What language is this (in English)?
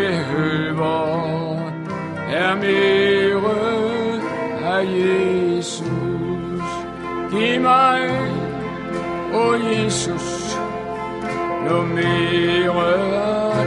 Danish